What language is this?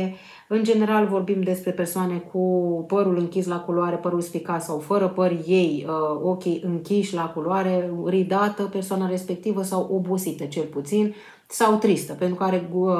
Romanian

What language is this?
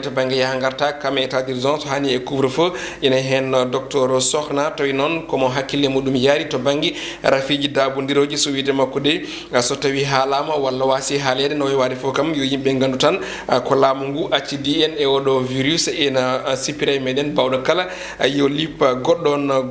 Fula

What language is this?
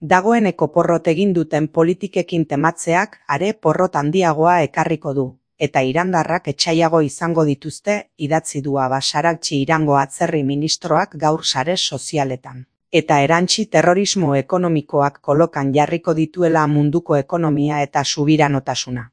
Basque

